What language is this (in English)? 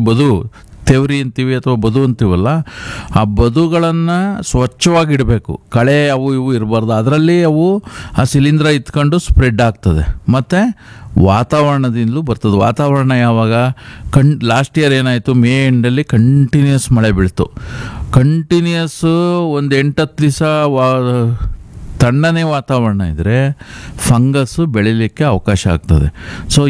Kannada